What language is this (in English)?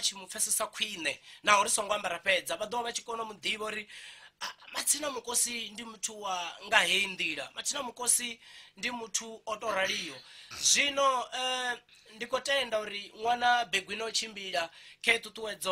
Venda